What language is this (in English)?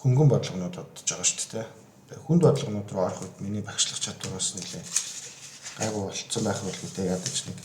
Mongolian